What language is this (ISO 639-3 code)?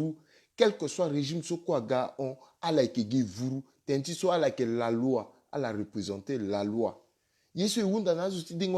sag